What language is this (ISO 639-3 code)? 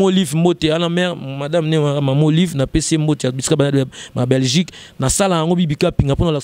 lin